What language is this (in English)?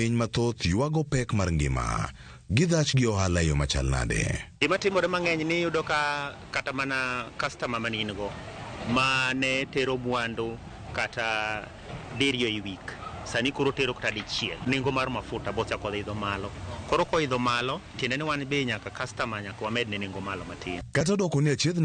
Luo (Kenya and Tanzania)